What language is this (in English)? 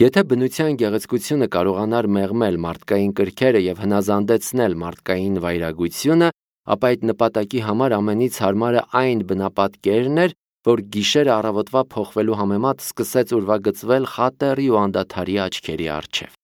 Armenian